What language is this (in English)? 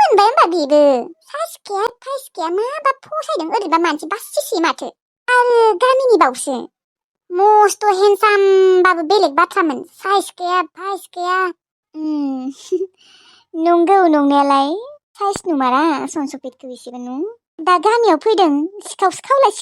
Bodo